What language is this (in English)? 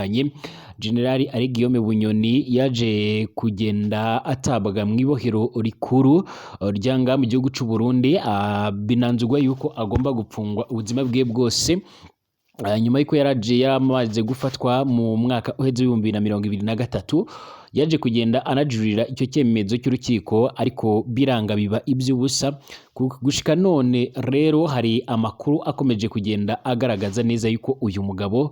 Rundi